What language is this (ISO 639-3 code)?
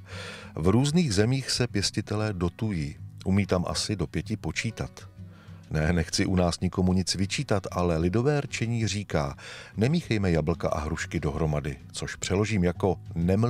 ces